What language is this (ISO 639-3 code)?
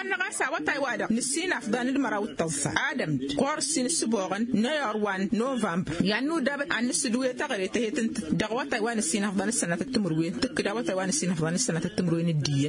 taq